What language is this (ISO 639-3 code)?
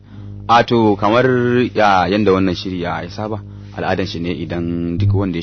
hau